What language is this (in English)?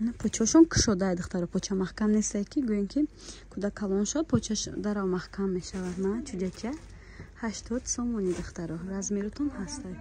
Tajik